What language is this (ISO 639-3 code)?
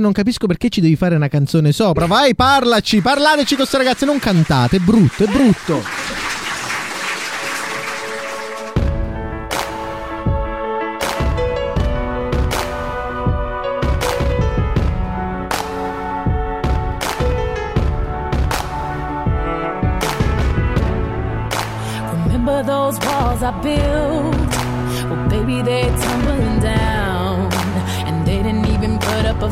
ita